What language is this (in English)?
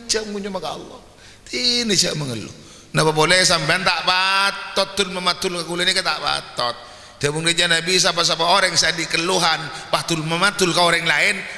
Madurese